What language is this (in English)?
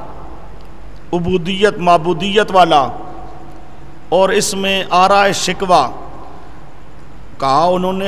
Urdu